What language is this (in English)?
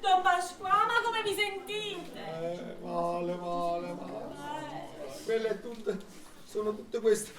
Neapolitan